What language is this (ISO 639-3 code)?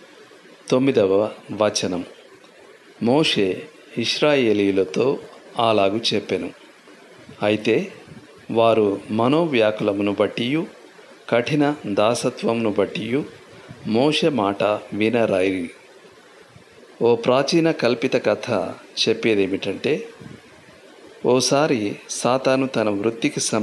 tel